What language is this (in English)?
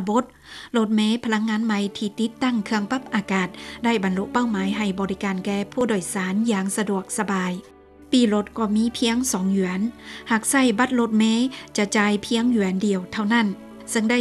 Lao